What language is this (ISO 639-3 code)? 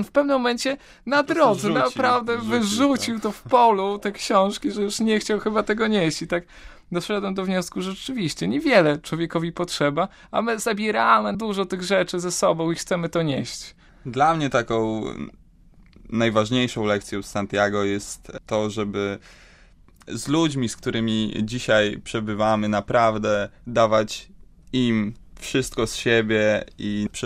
pol